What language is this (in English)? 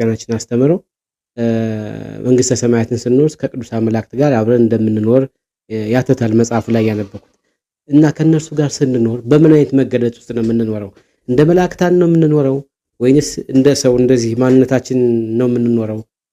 Amharic